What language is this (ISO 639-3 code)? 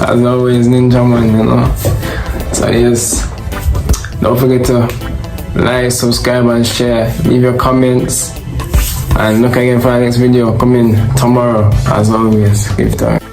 jam